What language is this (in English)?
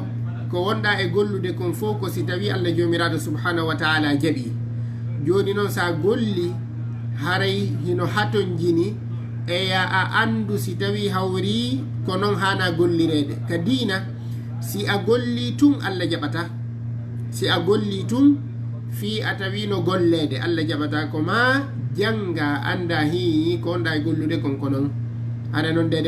Fula